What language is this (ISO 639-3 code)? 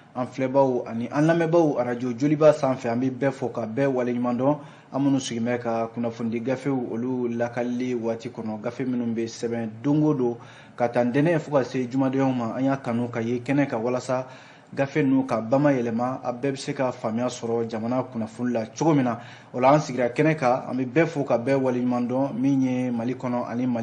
bam